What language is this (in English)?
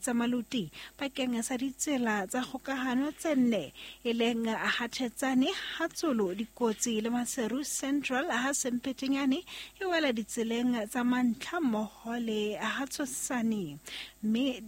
Southern Sotho